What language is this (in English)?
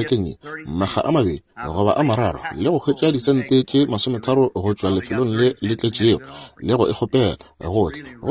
Northern Sotho